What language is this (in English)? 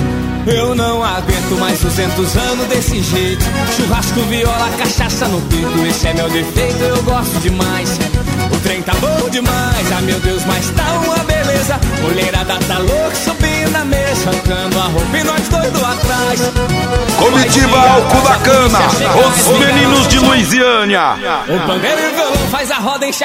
Portuguese